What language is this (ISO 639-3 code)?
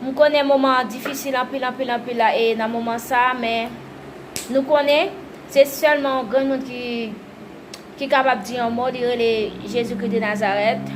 hat